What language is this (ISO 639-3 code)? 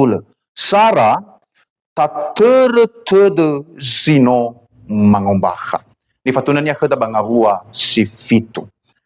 nia